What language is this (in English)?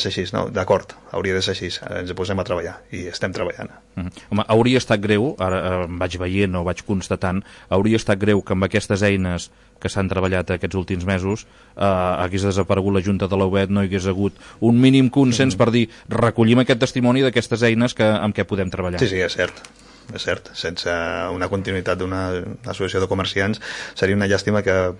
Catalan